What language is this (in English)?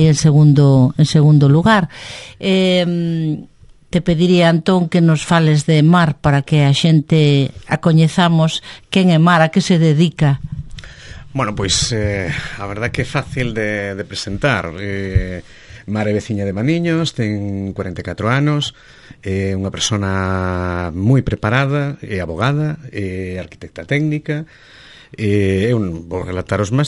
Galician